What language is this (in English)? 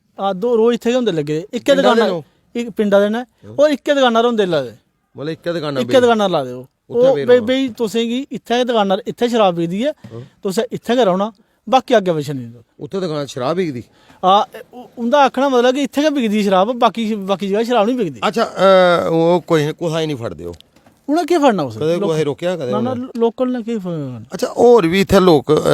Dogri